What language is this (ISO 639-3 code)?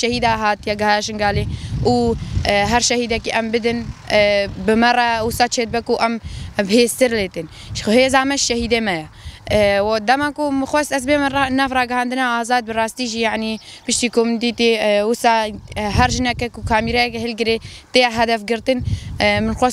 kur